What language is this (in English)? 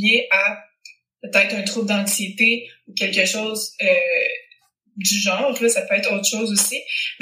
French